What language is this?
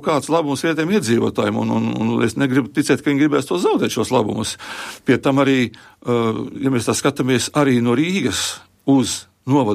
Latvian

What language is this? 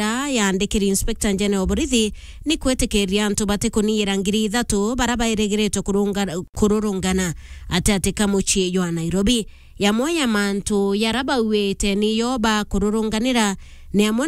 Meru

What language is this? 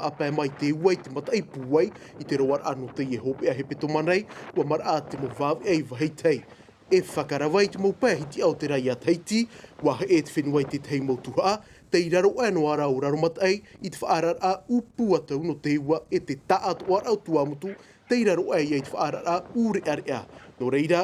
Tahitian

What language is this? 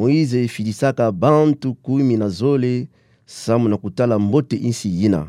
Kituba (Democratic Republic of Congo)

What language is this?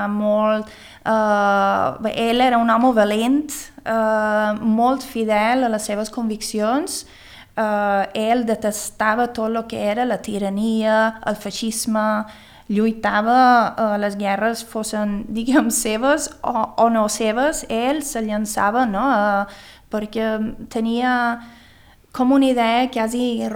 Catalan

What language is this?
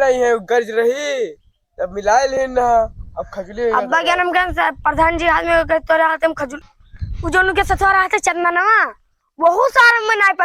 Awadhi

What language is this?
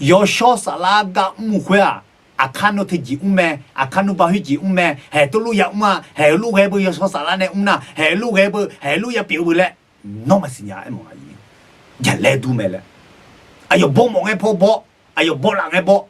Akha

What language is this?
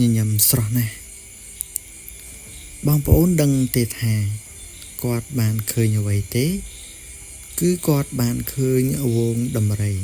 Khmer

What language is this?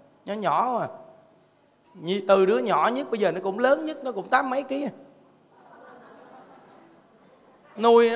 Vietnamese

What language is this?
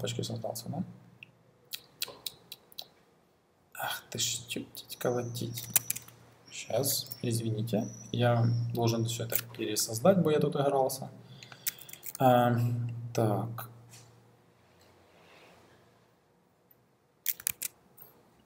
Russian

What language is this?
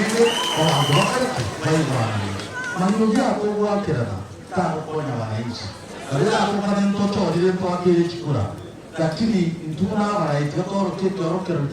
Gusii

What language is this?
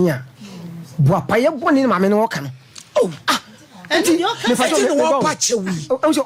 Akan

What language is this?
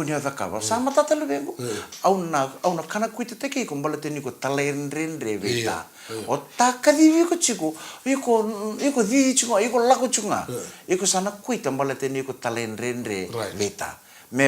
Fijian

